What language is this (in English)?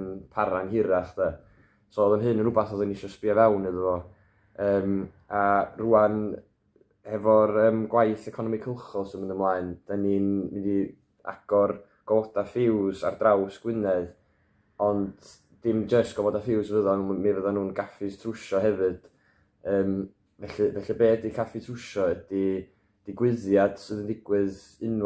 Welsh